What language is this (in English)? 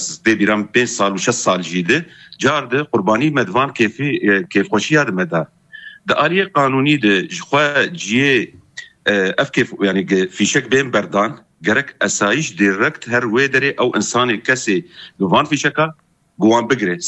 Kurdish